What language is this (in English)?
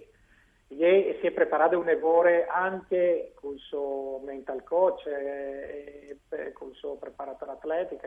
Friulian